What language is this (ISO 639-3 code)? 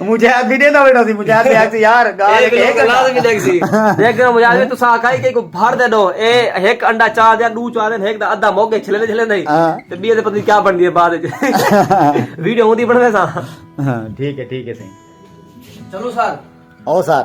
skr